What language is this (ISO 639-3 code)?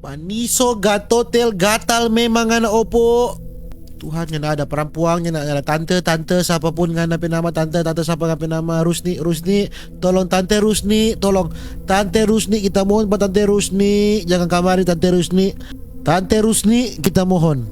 xmm